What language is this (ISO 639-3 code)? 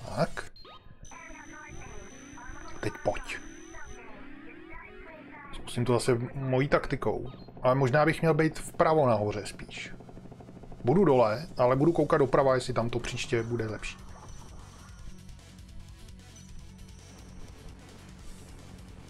ces